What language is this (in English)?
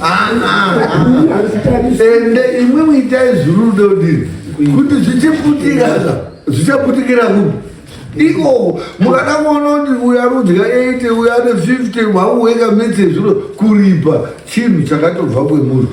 Shona